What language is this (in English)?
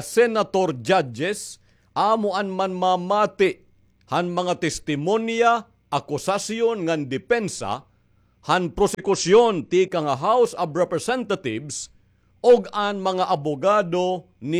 Waray